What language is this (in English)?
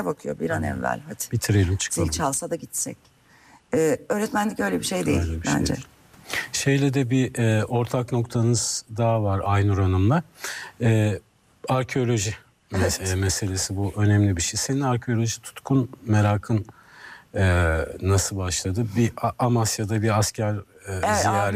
Turkish